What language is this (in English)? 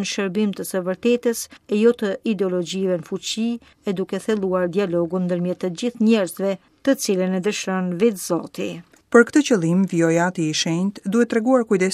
Albanian